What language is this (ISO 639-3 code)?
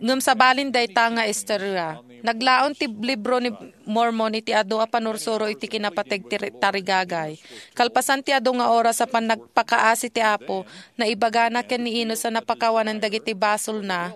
ilo